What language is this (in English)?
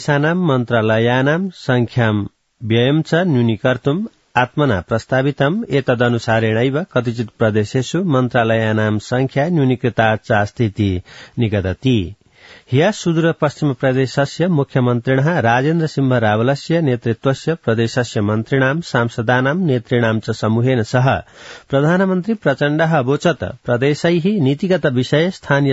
Sanskrit